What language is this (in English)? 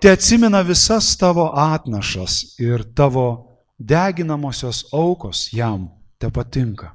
Lithuanian